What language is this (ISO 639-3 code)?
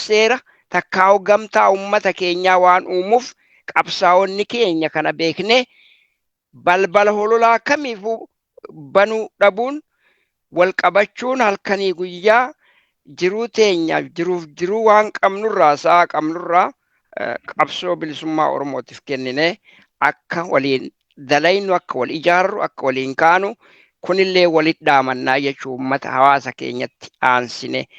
orm